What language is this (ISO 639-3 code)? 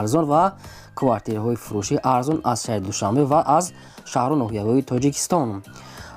tgk